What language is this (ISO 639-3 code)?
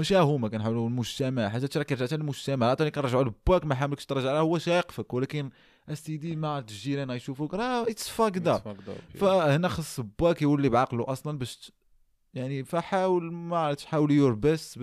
ary